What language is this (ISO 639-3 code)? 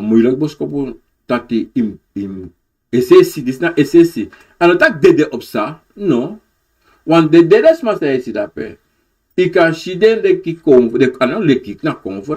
srn